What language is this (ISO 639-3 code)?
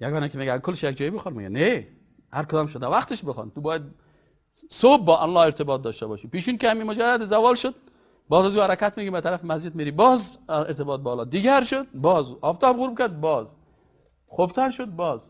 fas